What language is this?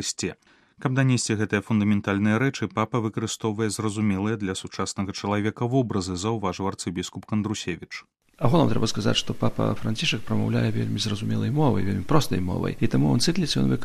Belarusian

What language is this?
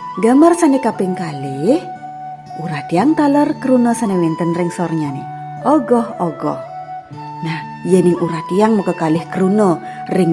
Balinese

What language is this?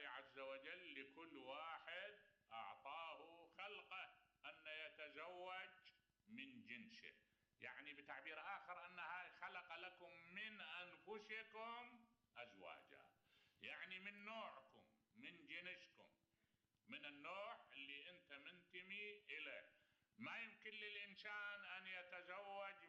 Mesopotamian Arabic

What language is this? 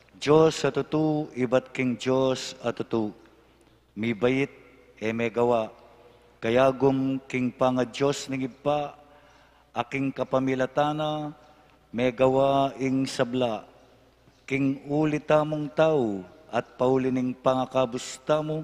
Pampanga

